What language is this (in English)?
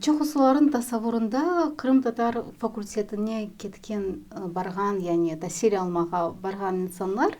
Crimean Tatar